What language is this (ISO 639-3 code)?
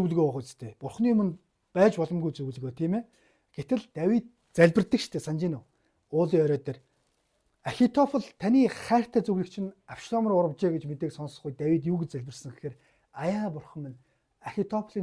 mon